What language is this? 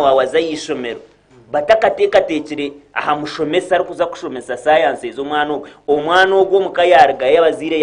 Nyankole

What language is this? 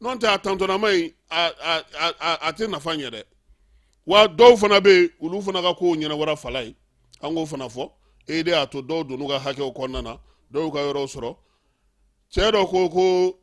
Bambara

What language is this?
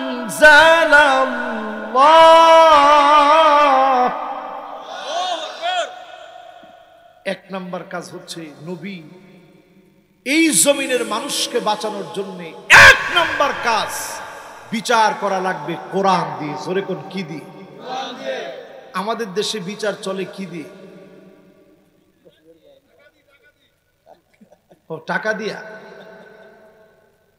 Bangla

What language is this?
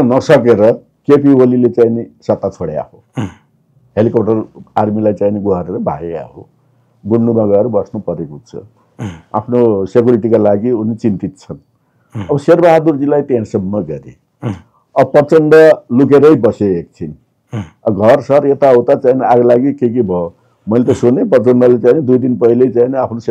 Nepali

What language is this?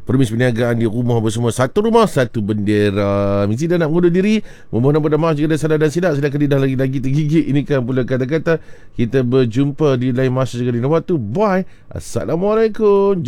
Malay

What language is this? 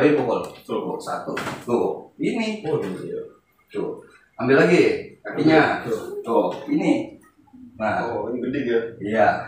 Betawi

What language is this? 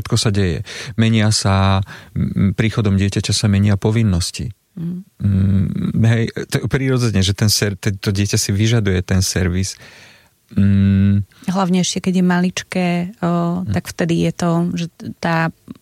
Slovak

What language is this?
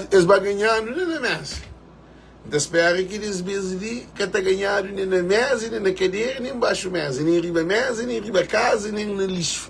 Kabuverdianu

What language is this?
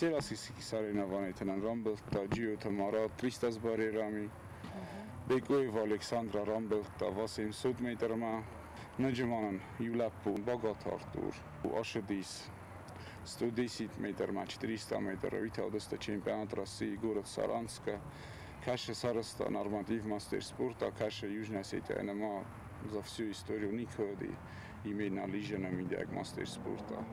Ossetic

